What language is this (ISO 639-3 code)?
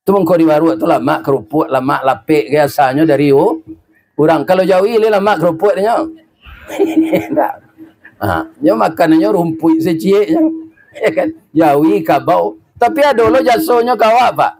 min